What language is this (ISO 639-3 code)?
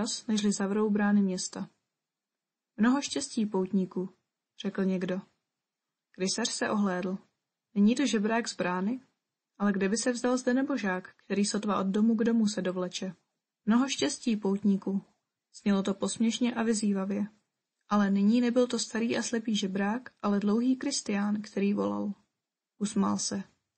ces